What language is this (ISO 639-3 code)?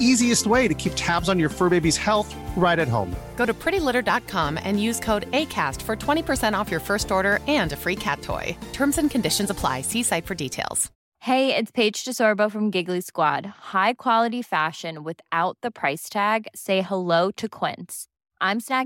eng